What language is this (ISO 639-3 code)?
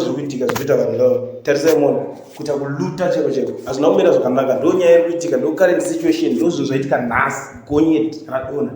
sna